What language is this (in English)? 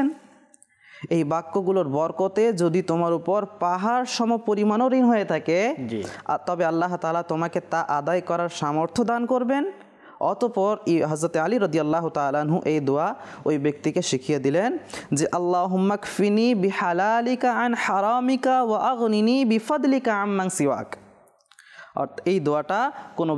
Bangla